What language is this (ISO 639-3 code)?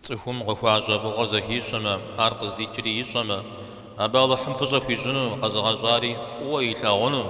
kbd